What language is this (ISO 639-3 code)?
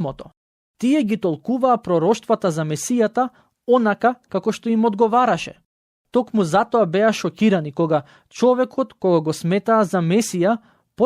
mkd